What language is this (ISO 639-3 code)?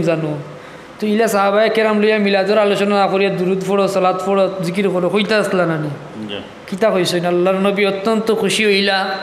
syl